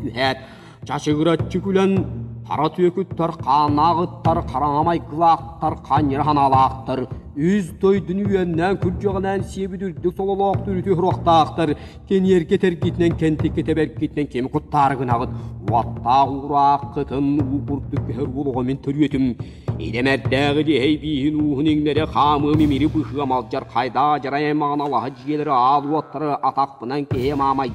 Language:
Yakut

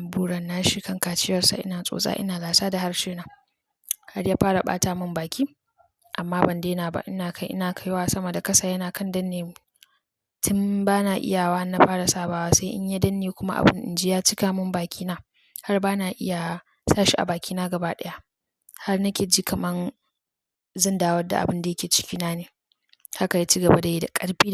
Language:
Hausa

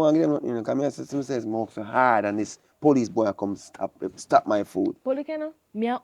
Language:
Jamaican Creole English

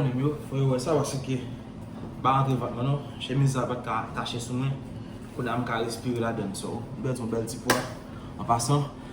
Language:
Haitian Creole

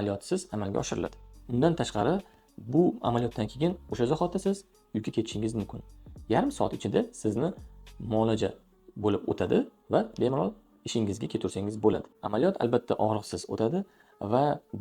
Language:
Uzbek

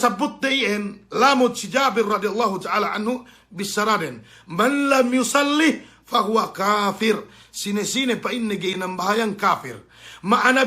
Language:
Yakan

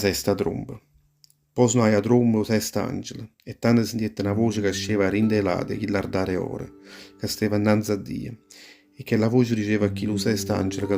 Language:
Neapolitan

